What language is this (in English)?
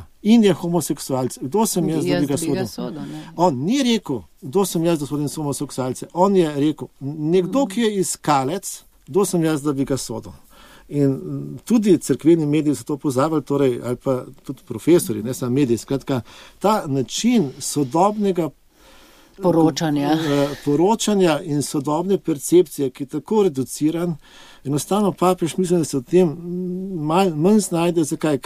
Slovenian